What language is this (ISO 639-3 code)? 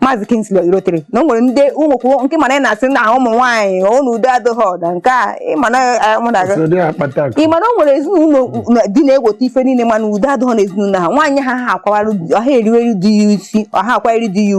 ibo